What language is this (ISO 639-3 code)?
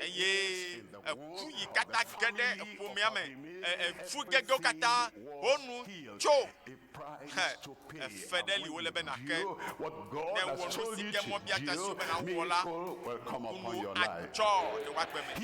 ewe